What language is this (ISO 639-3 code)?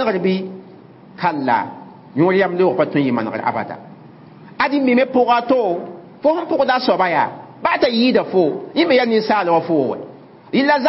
mos